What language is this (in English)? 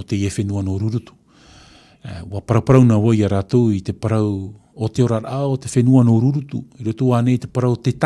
Tahitian